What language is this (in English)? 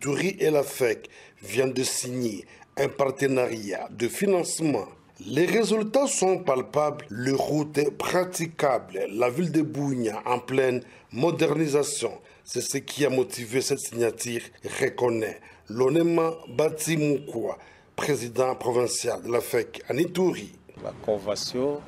French